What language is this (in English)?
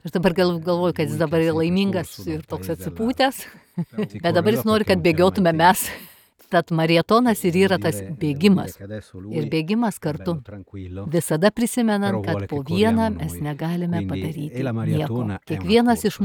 Lithuanian